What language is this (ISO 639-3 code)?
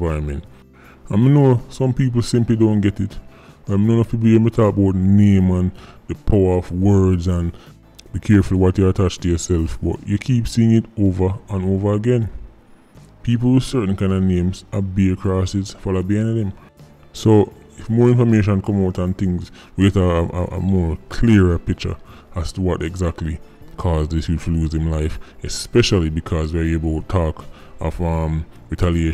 jam